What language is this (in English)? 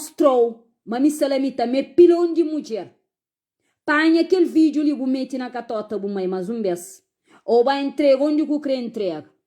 Kabuverdianu